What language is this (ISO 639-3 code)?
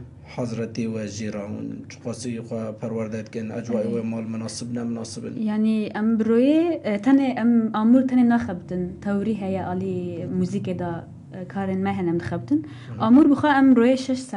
kur